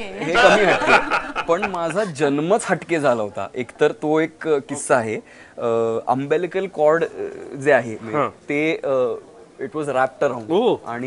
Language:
Marathi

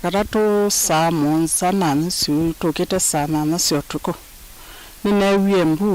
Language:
Kamba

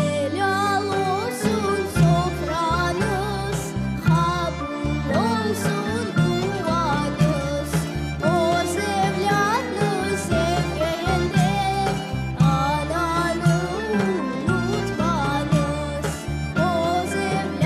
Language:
Crimean Tatar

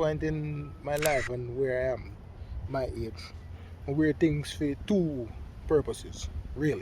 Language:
Jamaican Creole English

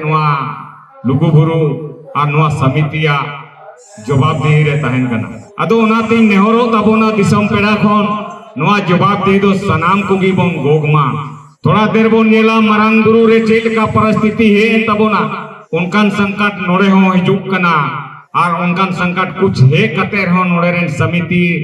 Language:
Santali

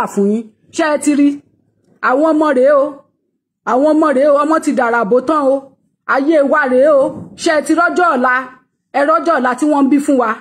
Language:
Yoruba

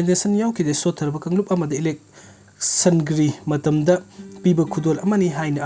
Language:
Manipuri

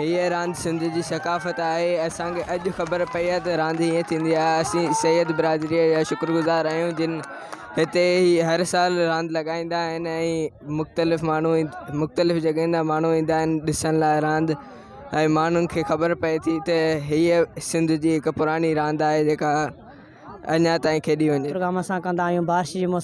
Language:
Sindhi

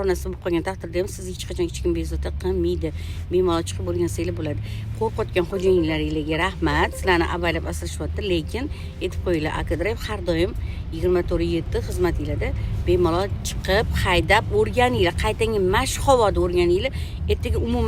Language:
Uzbek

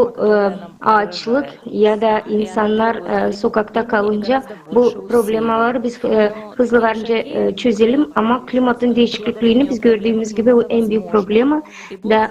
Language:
Gagauz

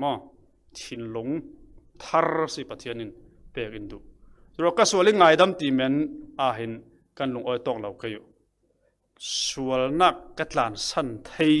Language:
Falam Chin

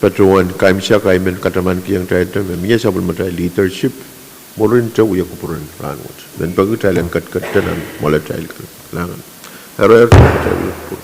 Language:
Pohnpeian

